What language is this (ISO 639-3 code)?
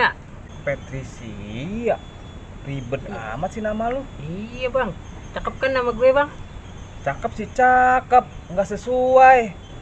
bew